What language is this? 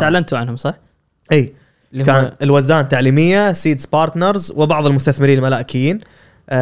Gulf Arabic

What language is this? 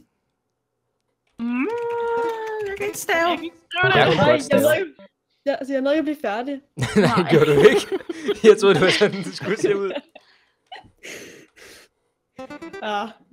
Danish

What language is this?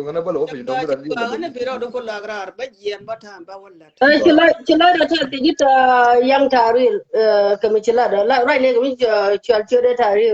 Nuer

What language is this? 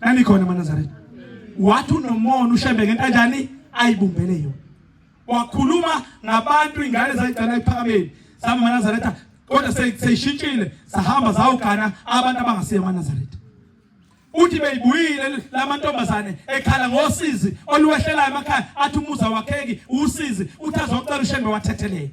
Zulu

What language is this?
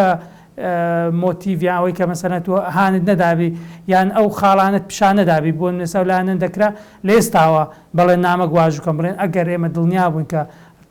Central Kurdish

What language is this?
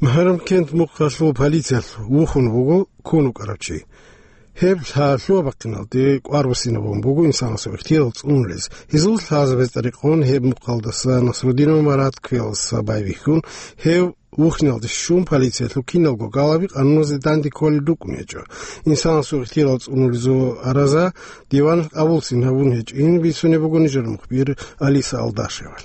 Avaric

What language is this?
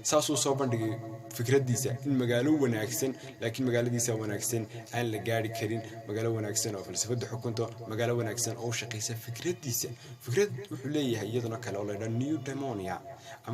Somali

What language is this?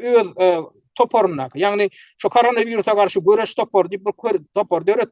Turkmen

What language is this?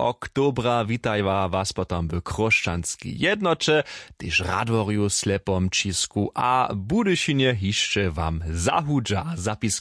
Upper Sorbian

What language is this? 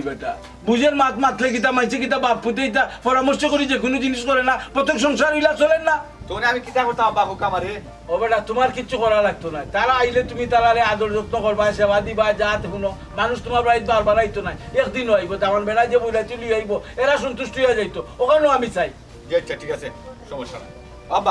Sylheti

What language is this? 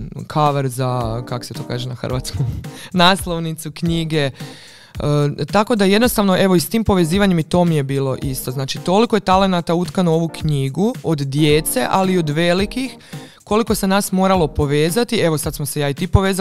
Croatian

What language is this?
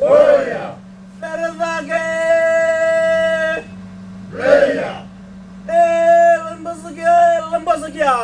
Fijian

